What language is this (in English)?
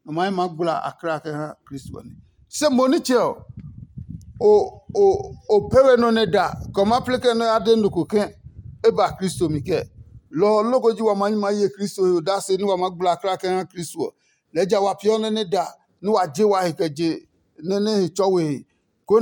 Adangme